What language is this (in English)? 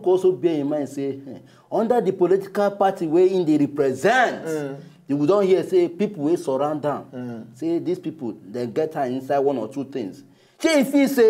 Nigerian Pidgin